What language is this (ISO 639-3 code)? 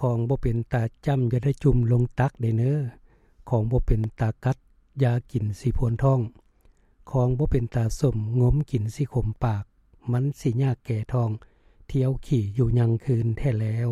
lao